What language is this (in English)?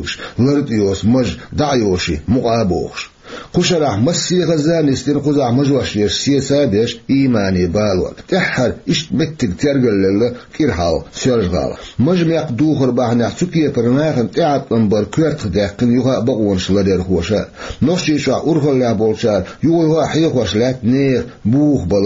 Chechen